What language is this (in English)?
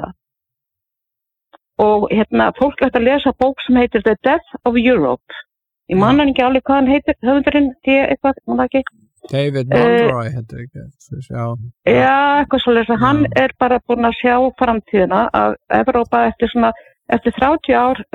Icelandic